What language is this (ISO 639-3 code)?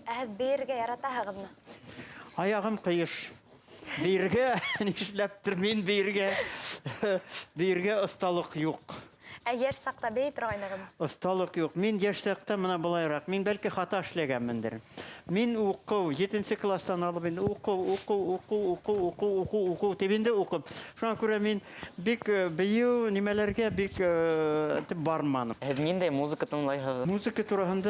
bak